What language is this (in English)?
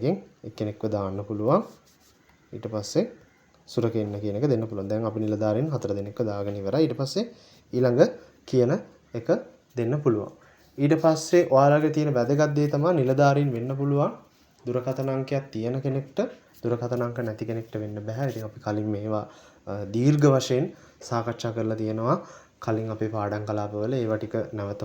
Sinhala